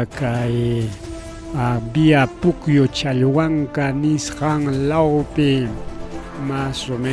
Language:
Ayacucho Quechua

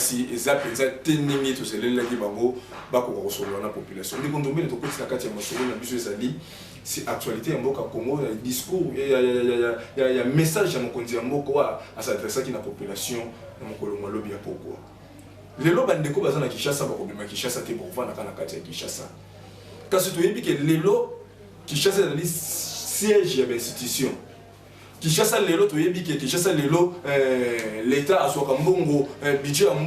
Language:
Lingala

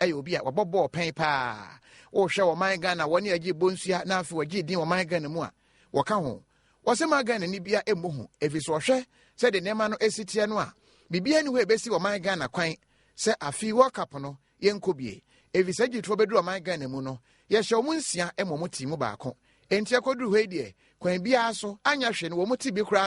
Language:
Akan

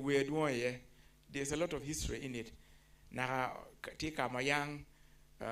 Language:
Acoli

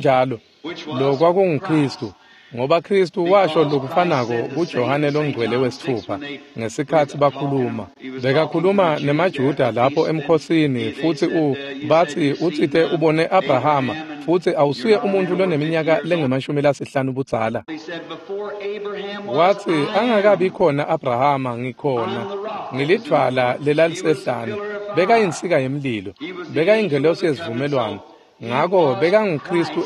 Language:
Swati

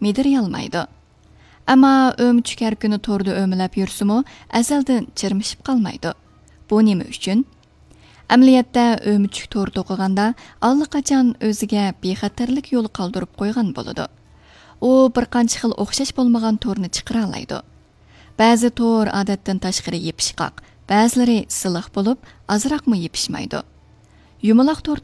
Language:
Uyghur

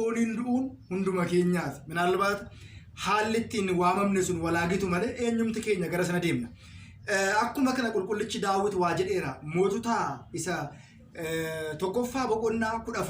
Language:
Oromo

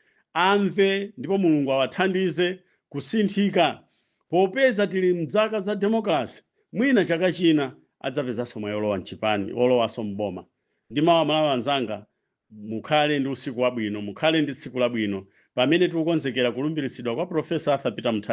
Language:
Nyanja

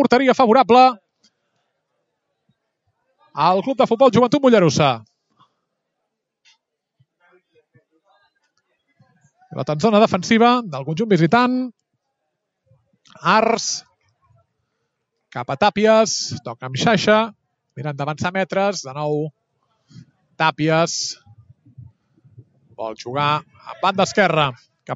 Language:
Catalan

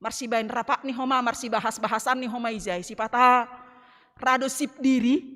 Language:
Batak Simalungun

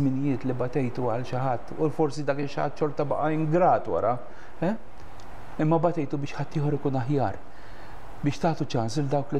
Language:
Maltese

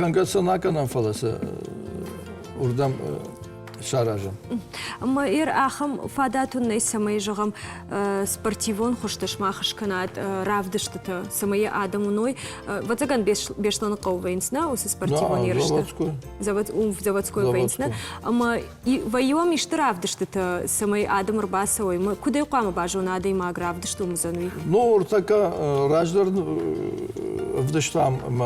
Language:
Ossetic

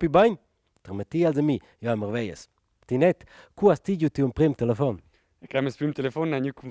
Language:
Romansh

